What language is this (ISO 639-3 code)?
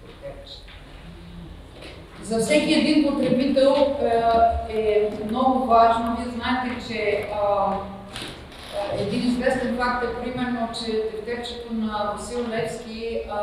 bul